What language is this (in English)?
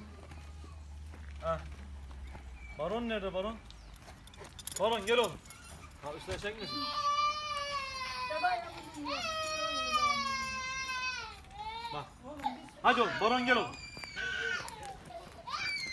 Turkish